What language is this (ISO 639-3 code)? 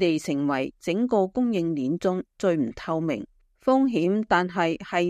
yue